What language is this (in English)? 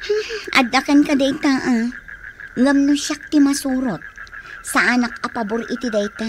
Iloko